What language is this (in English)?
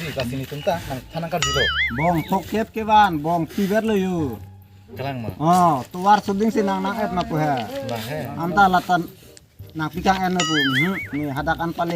Karbi